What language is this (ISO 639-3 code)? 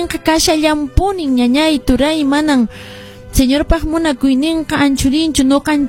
que